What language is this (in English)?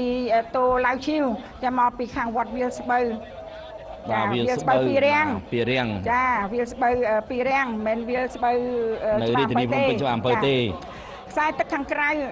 Khmer